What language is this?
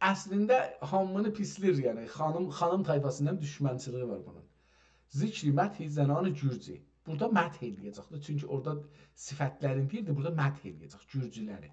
South Azerbaijani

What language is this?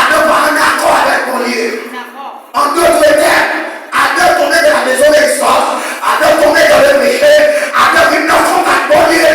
Haitian Creole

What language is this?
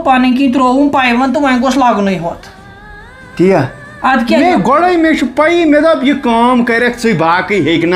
Kashmiri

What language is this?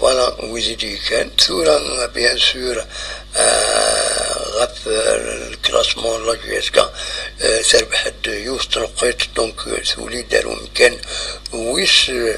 Kabyle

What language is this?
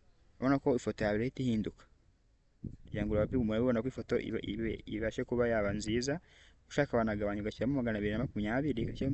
Kinyarwanda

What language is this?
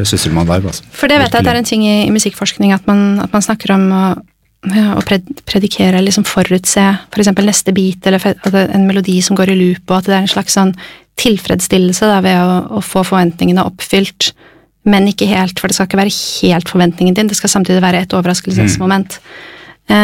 Norwegian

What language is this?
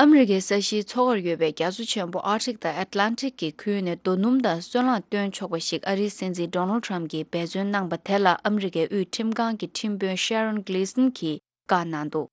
Tibetan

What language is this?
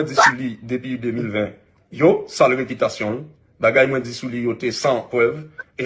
Haitian Creole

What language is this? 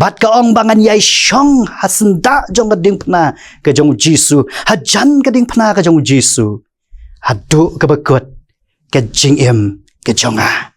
Khasi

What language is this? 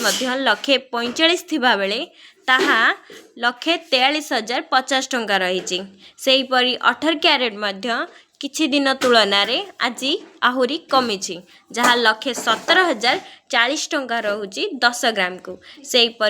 Odia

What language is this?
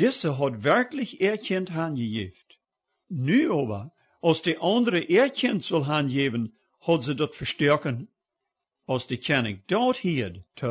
Plautdietsch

